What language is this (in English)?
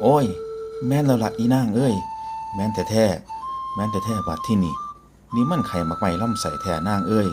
Northeastern Thai